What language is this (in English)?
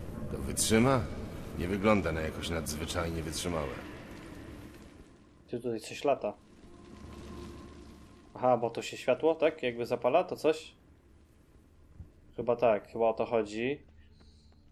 Polish